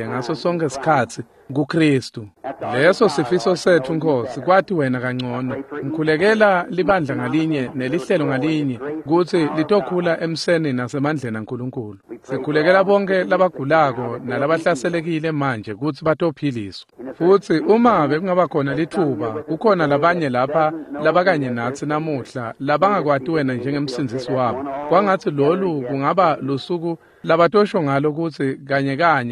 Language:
Swati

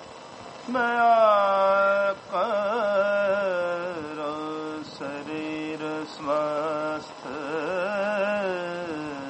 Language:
Punjabi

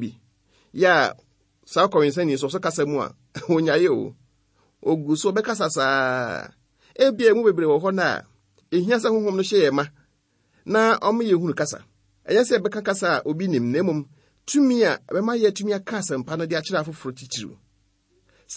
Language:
Akan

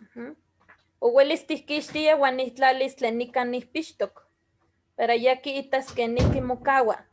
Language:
Eastern Huasteca Nahuatl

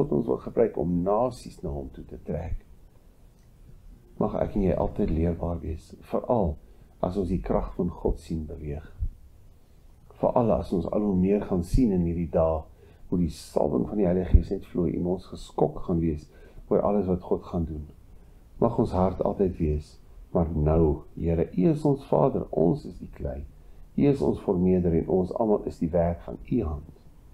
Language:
Afrikaans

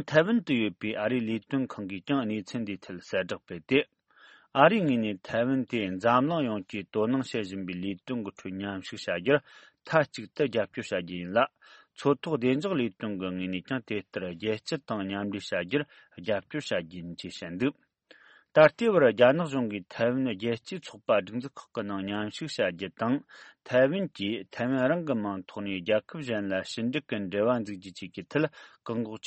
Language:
Tibetan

